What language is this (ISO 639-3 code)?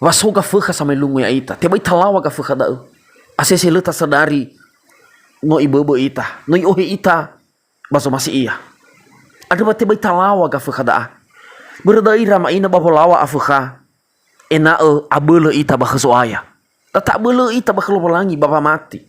nia